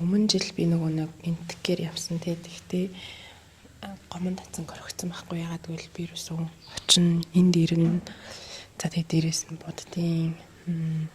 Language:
Mongolian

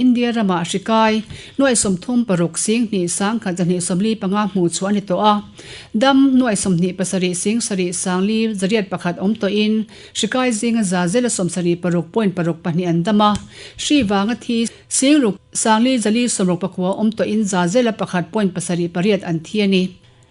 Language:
Mizo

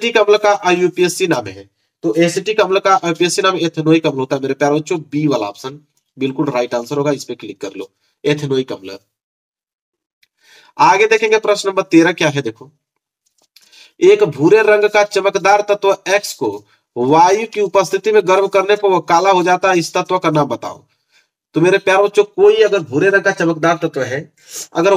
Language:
Hindi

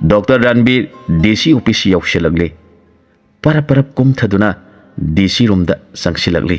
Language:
Manipuri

